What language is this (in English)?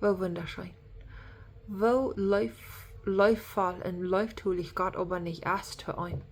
Plautdietsch